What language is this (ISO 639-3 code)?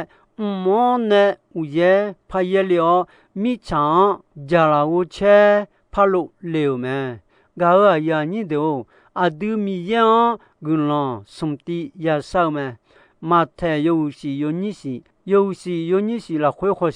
ahk